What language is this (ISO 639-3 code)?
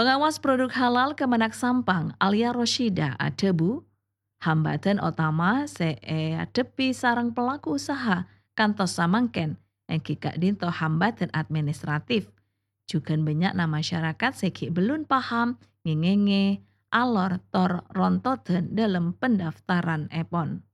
mad